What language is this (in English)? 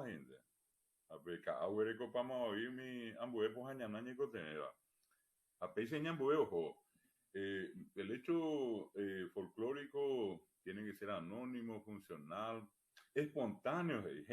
Guarani